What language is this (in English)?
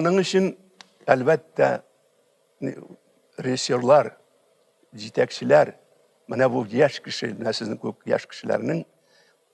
Tatar